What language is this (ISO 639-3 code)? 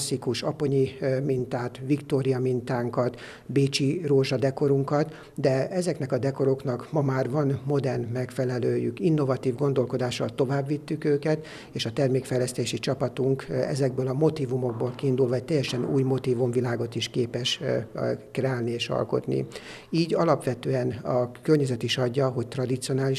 hun